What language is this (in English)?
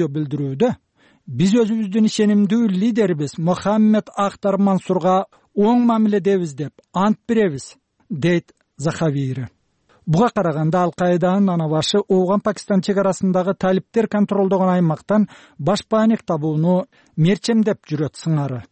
Kyrgyz